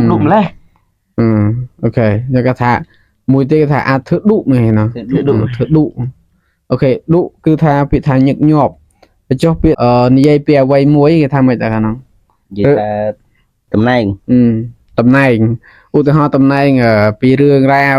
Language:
Khmer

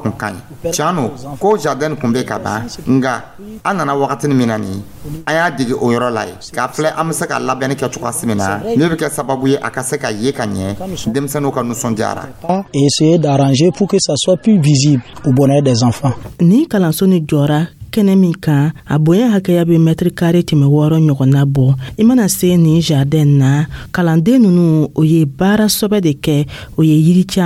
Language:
Dyula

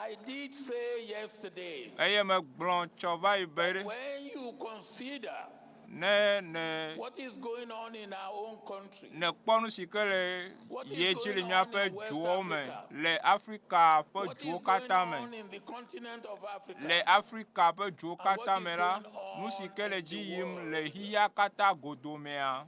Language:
Ewe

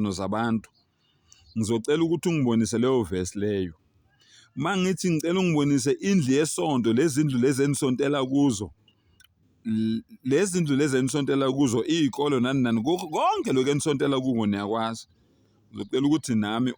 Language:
Zulu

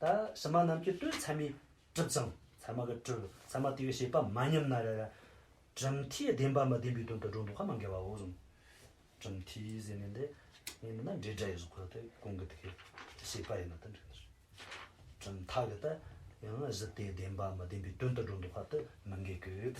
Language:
Tibetan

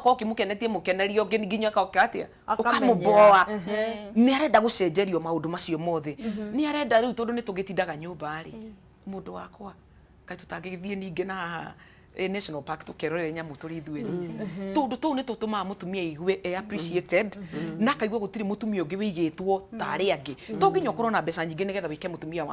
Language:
Kikuyu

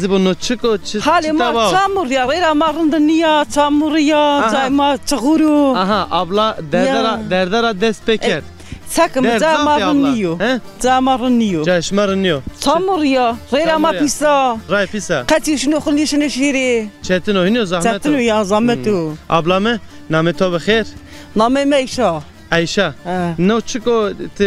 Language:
Zaza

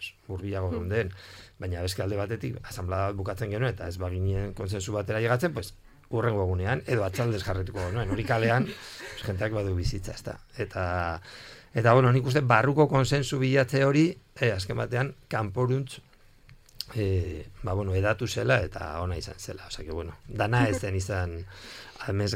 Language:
Basque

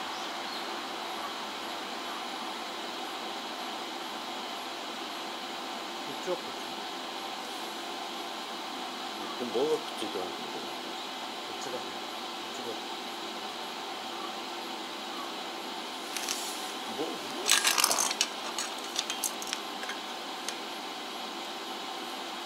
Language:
Japanese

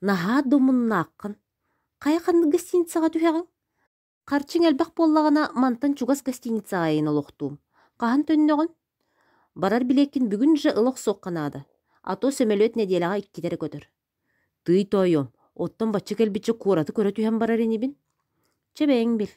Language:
Yakut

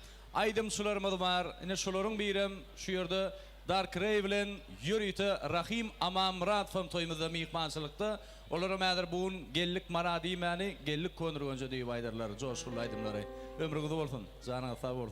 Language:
Turkmen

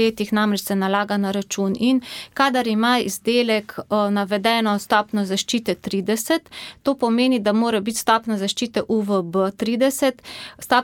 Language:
Slovenian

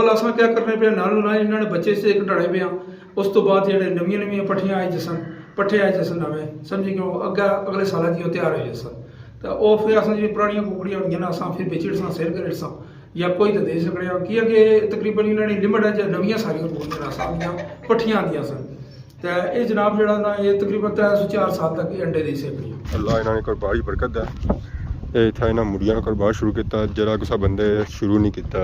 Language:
Pahari-Potwari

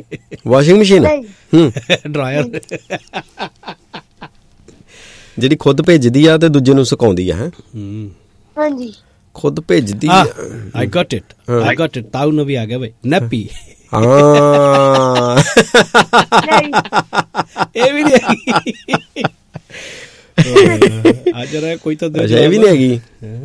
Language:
Punjabi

